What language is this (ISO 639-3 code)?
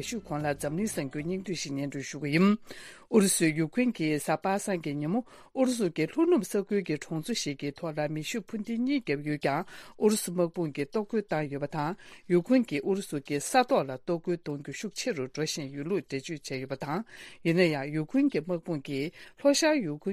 bod